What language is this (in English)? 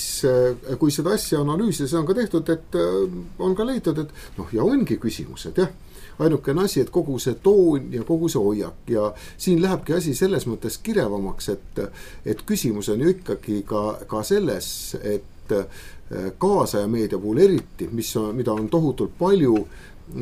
Estonian